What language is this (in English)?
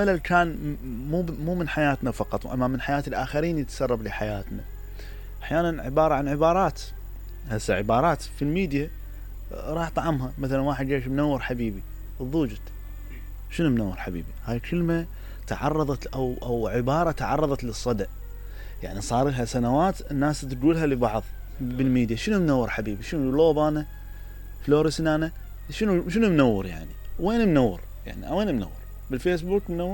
Mesopotamian Arabic